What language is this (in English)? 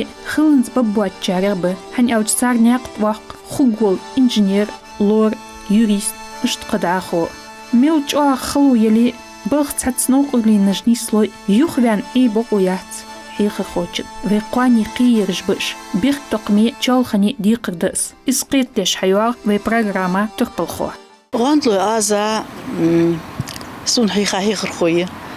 Ingush